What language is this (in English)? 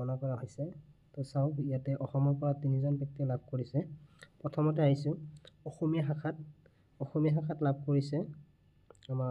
Assamese